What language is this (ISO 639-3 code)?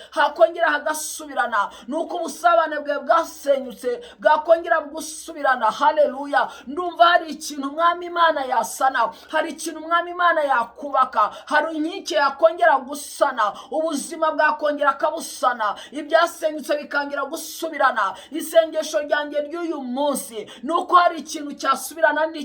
kin